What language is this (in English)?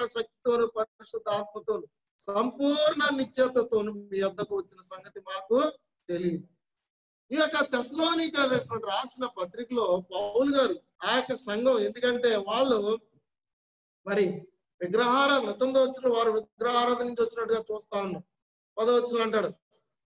Telugu